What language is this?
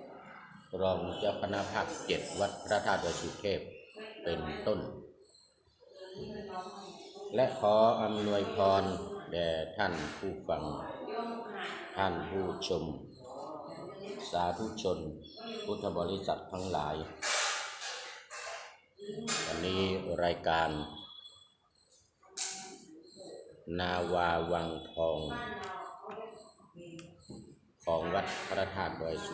Thai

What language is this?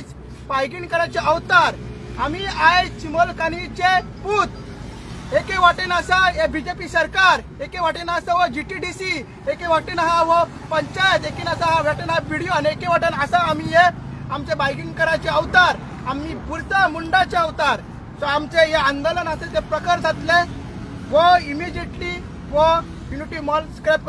Konkani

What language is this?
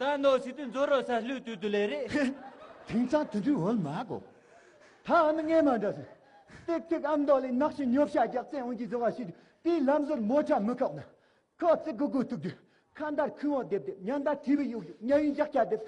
Tibetan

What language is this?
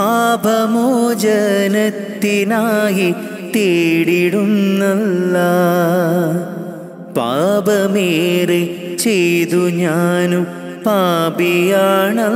Malayalam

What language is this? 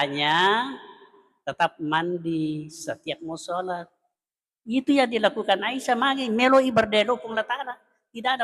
Buginese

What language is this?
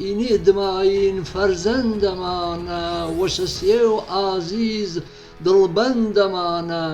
Gurani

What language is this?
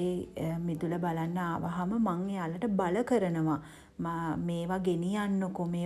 Sinhala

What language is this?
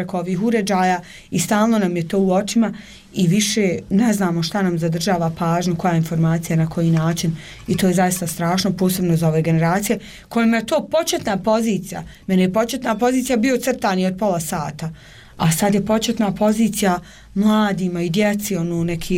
Bosnian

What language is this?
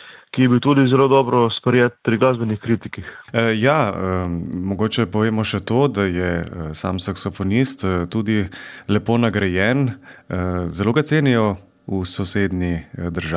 Slovenian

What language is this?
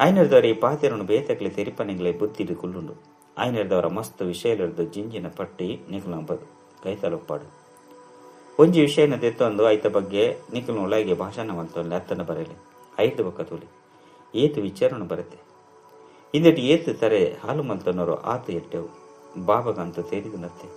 Tulu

